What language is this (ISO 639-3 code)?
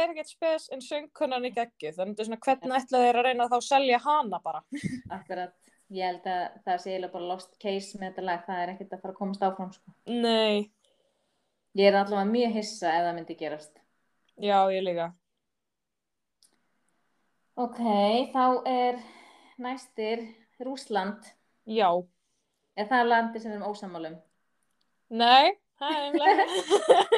isl